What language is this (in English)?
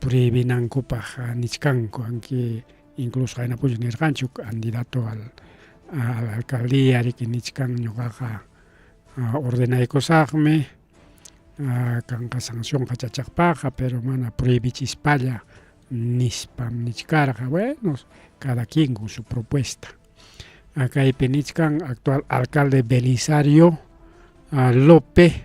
Ayacucho Quechua